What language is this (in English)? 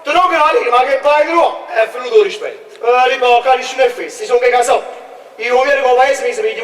Neapolitan